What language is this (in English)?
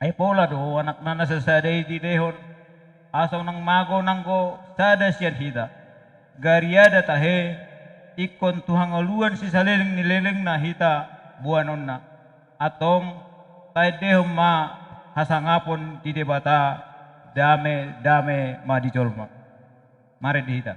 Batak Toba